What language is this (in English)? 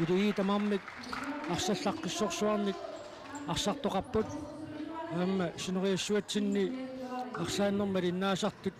Kalaallisut